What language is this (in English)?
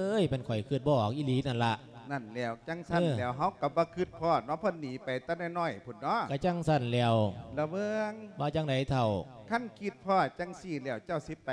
Lao